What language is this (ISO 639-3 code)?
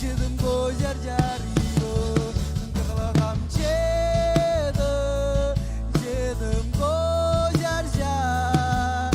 mah